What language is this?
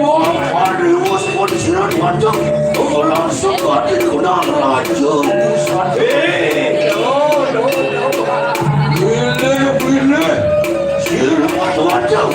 Balinese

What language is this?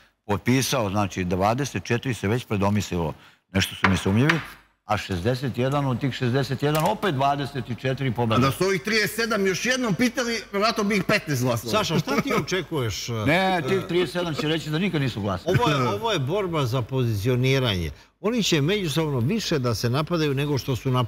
Serbian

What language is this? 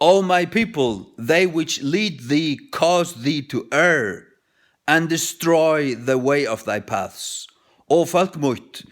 Faroese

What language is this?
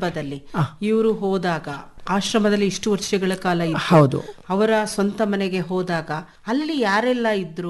Kannada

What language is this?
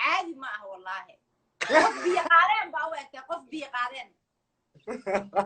Somali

